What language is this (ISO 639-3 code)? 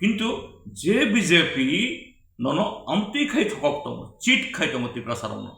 trp